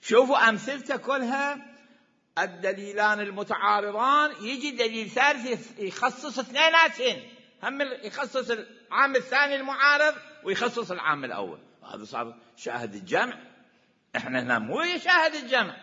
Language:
Mesopotamian Arabic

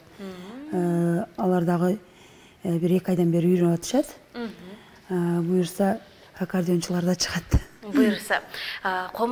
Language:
Kyrgyz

